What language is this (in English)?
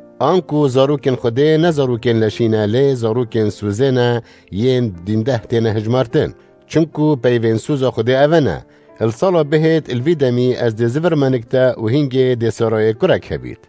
Kurdish